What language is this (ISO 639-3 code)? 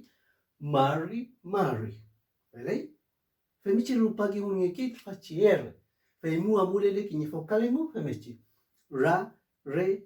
arn